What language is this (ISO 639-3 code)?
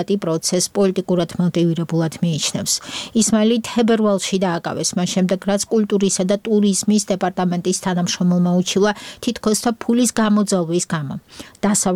kat